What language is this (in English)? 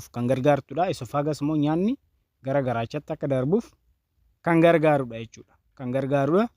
Oromo